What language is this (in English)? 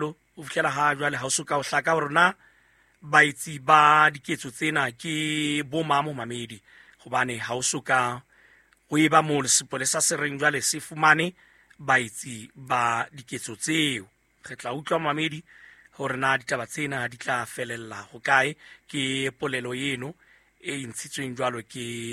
Southern Sotho